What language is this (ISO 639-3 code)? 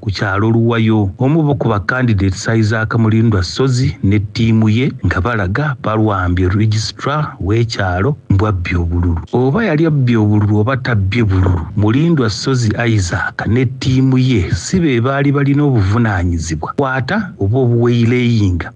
xog